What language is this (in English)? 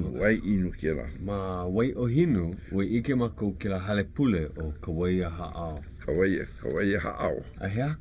Hawaiian